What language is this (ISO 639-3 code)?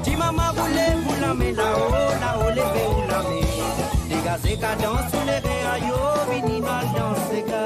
mfe